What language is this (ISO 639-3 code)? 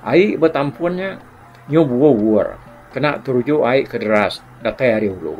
iba